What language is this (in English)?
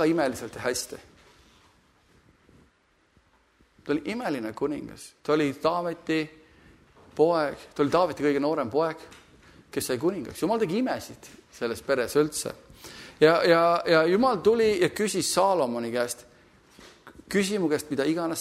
Estonian